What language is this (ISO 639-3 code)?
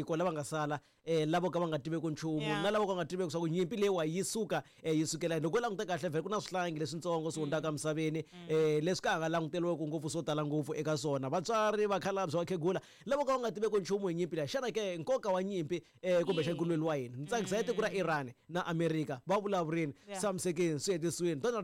tso